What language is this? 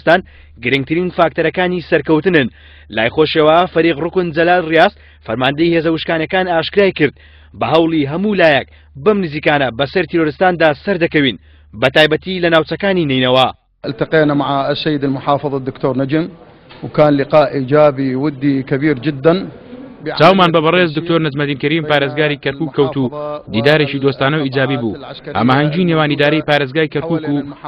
Central Kurdish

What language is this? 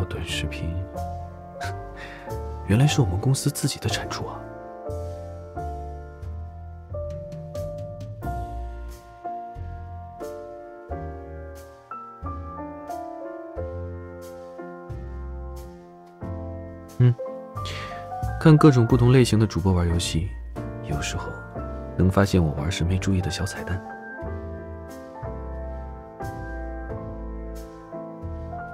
Chinese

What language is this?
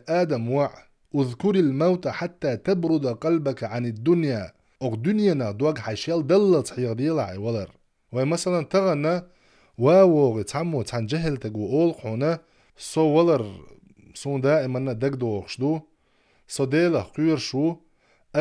Chechen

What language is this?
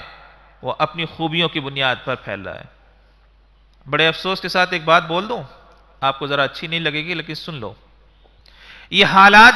Urdu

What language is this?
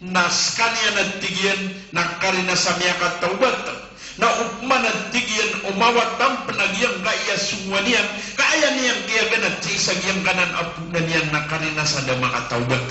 Maranao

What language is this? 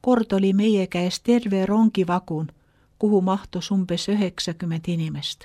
Estonian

